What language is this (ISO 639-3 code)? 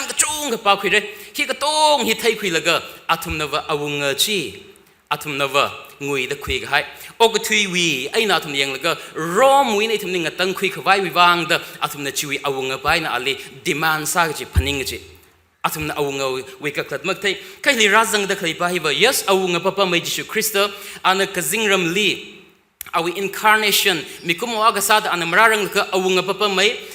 nmf